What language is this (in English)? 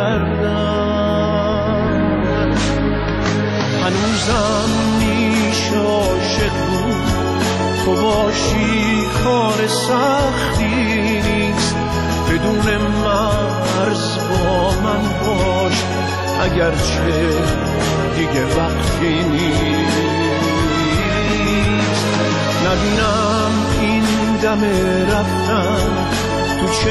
Persian